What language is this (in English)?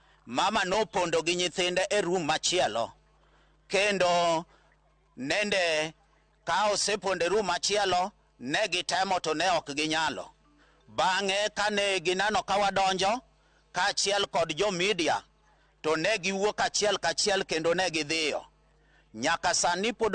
Luo (Kenya and Tanzania)